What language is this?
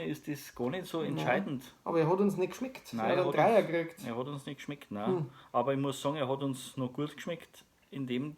Bavarian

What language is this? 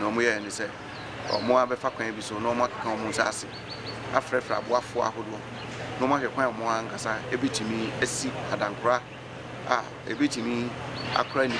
Akan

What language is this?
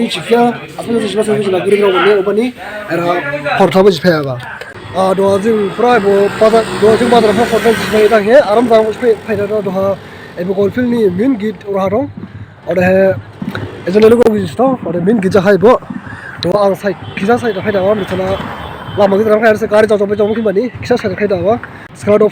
Dimasa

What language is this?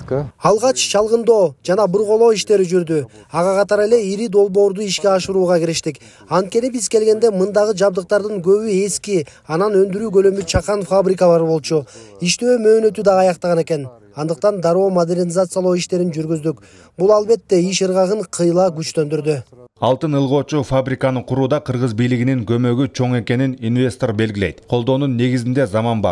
Kyrgyz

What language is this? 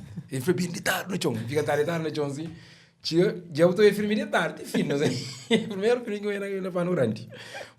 Kabuverdianu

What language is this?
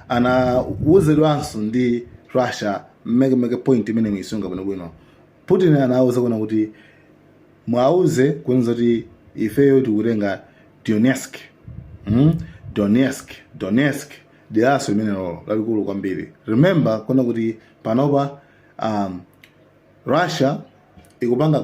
Nyanja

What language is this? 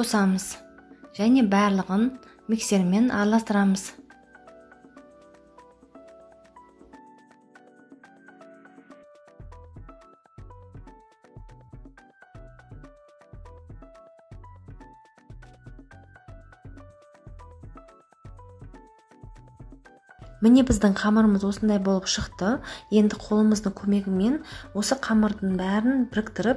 Kazakh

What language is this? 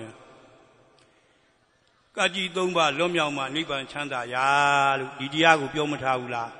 Burmese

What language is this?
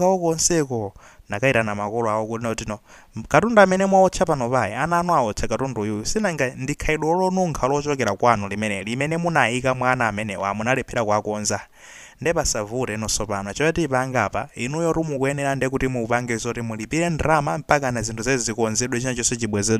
Nyanja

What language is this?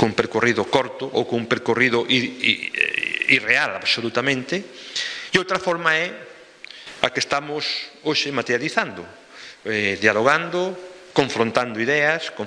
Galician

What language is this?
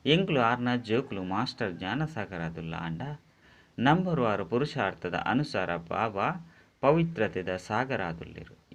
Tulu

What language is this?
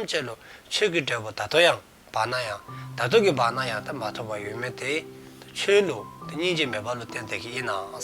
Dzongkha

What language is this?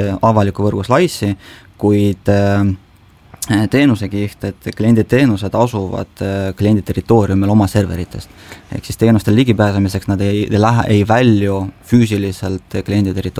Estonian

